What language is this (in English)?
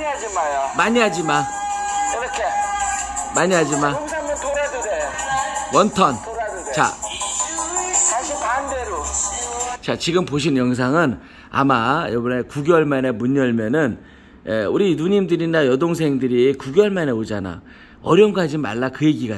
Korean